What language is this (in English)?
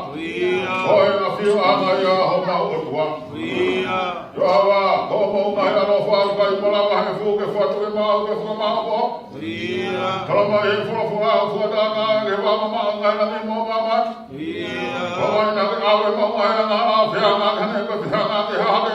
Tongan